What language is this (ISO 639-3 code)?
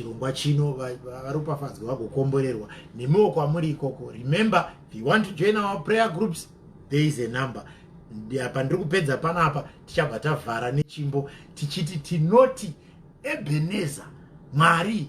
sna